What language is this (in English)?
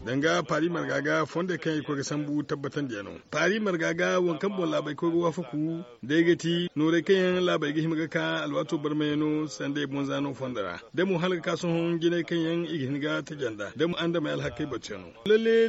Zarma